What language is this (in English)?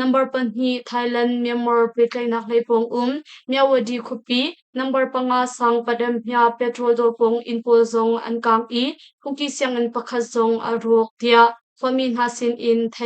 Hakha Chin